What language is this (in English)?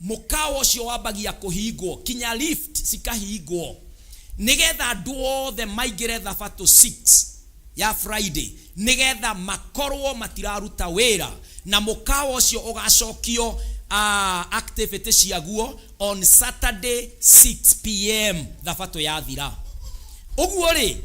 Kikuyu